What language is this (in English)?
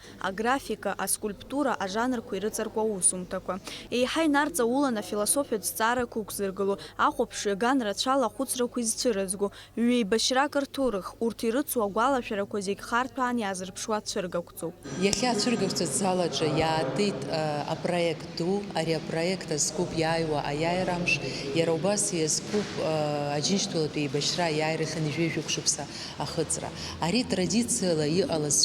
Abkhazian